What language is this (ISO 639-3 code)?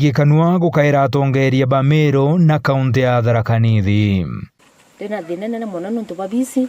mer